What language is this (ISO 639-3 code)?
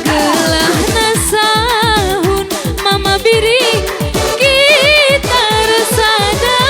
btx